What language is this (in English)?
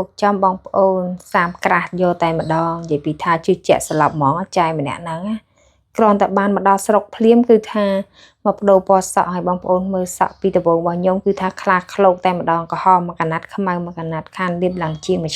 Khmer